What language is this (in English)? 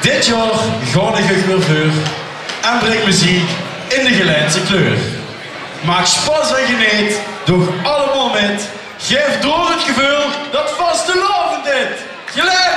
Limburgish